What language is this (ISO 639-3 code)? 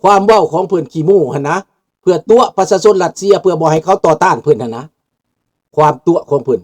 lao